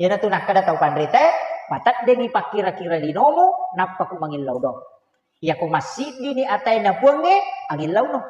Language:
Buginese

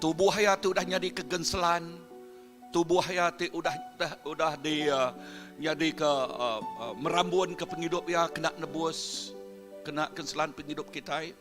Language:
Iban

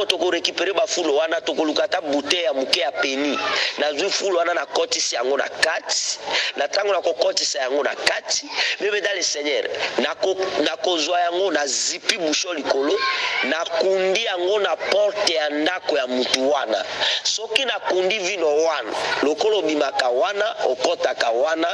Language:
Lingala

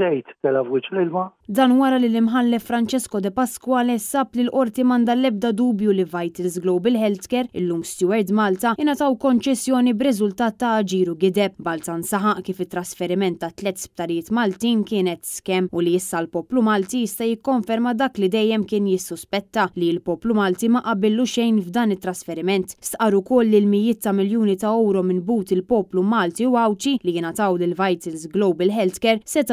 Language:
Maltese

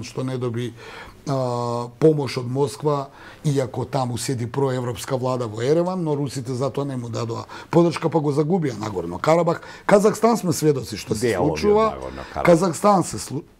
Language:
Macedonian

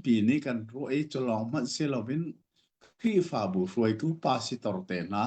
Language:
Hakha Chin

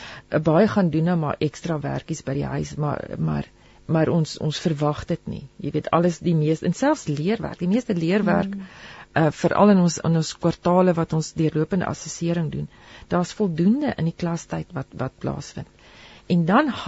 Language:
Afrikaans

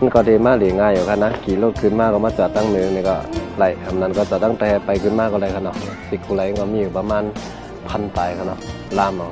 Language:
Shan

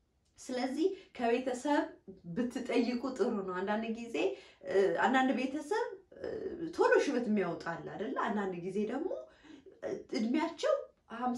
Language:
Amharic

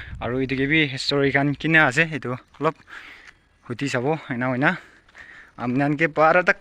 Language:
Naga Pidgin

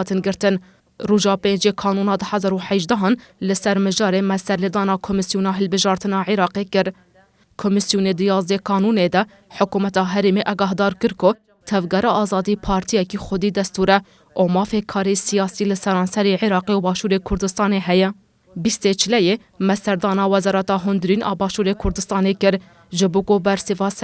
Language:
Kurdish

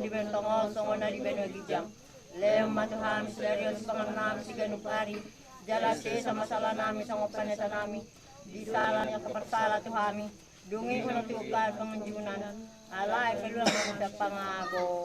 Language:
Batak Toba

